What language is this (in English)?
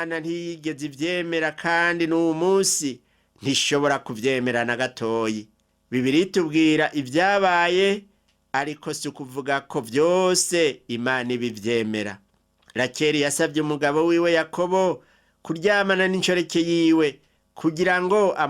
Rundi